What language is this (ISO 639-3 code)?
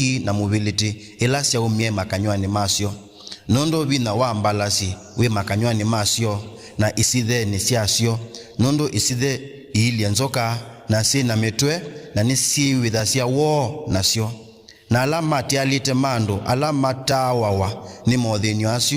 kam